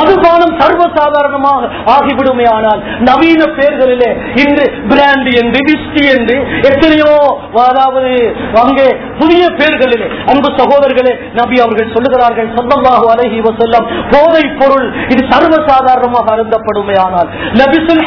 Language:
Tamil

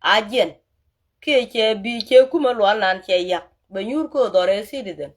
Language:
Nuer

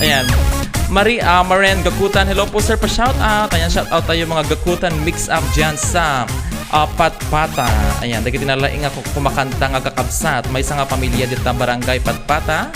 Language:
Iloko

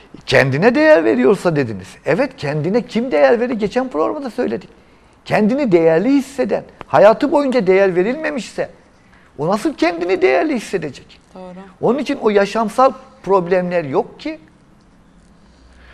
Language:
Turkish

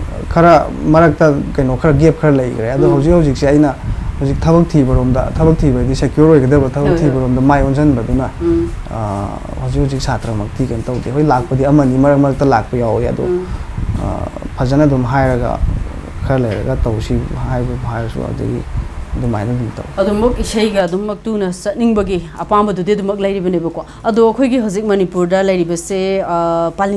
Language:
Manipuri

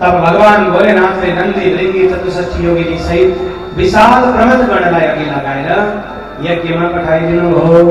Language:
Nepali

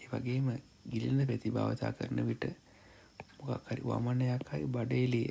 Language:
Sinhala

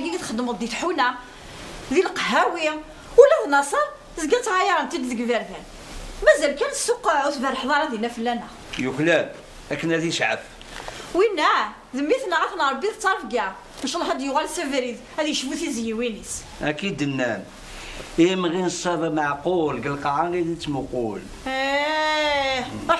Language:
Kabyle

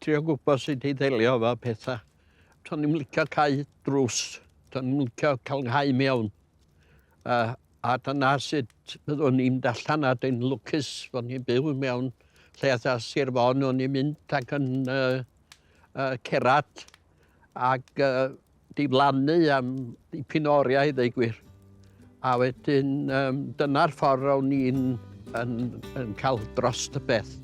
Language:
Welsh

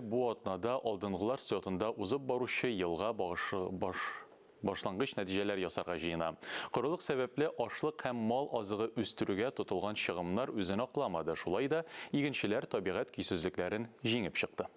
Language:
Tatar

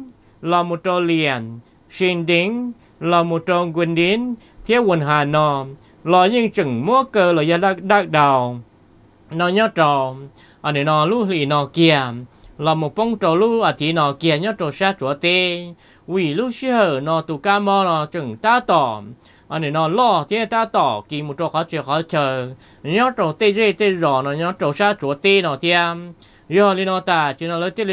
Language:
Vietnamese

